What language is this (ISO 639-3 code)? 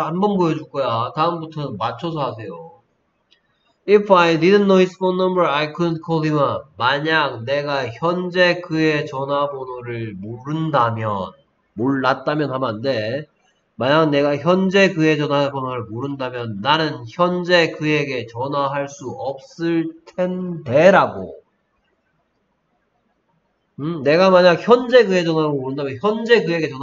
kor